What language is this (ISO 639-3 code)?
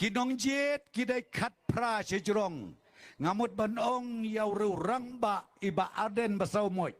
kha